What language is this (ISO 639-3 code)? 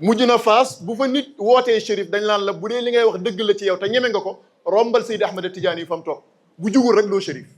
wol